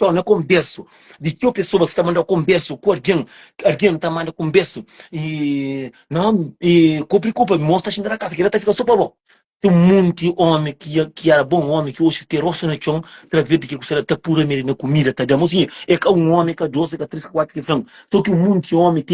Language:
Kabuverdianu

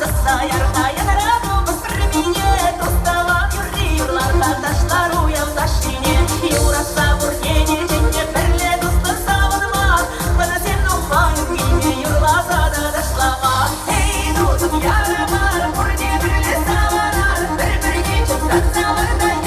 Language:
Chuvash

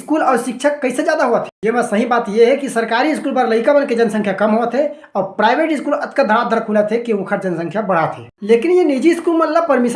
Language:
Chhattisgarhi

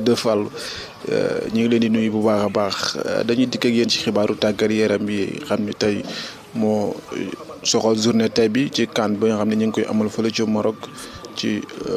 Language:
Wolof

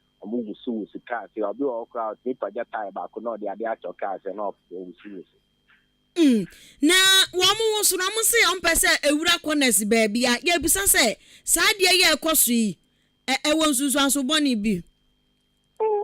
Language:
Akan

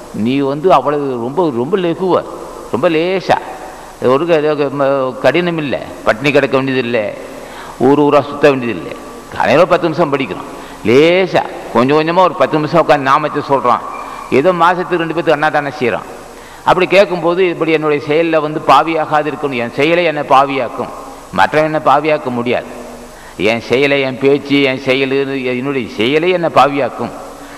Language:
Tamil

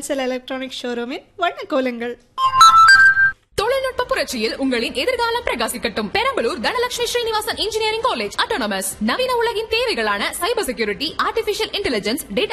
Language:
Tamil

